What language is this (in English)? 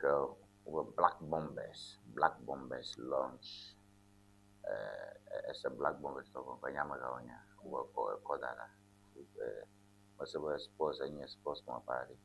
Ewe